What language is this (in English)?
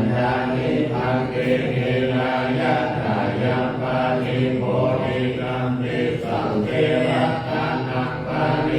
Pali